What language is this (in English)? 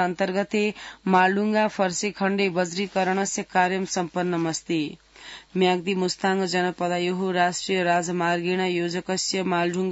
Sanskrit